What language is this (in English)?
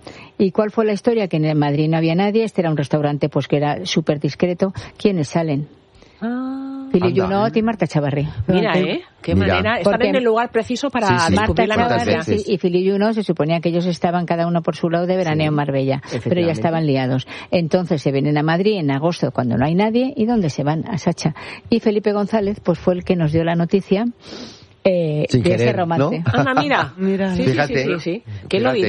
Spanish